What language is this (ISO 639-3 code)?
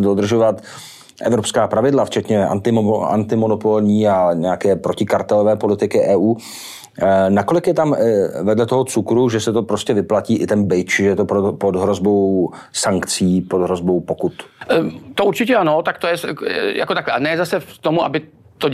ces